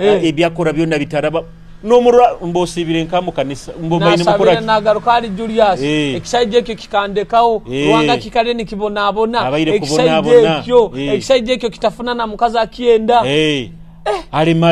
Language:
Nyoro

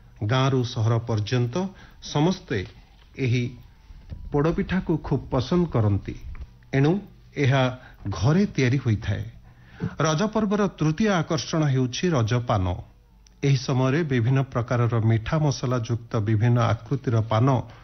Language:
Odia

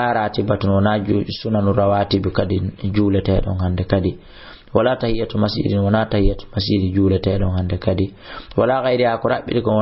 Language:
Fula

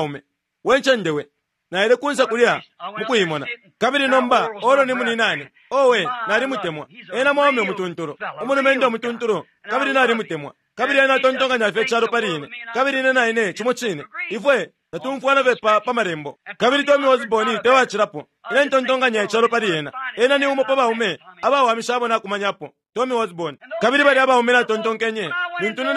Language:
Bemba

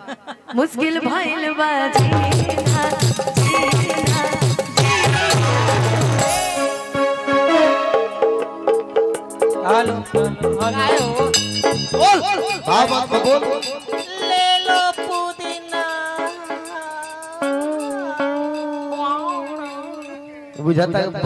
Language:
Bhojpuri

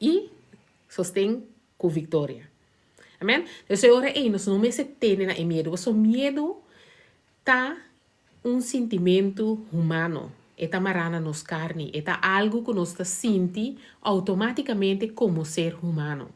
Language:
Papiamento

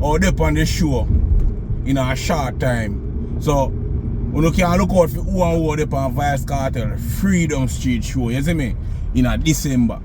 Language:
Jamaican Creole English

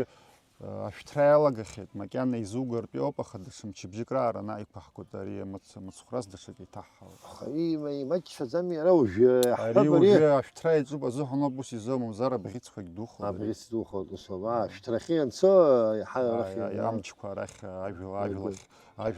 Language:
Abkhazian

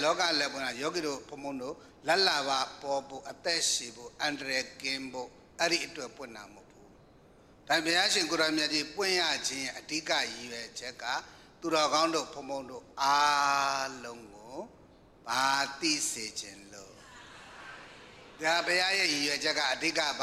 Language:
Burmese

